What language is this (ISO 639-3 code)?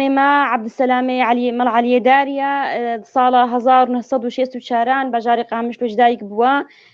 kur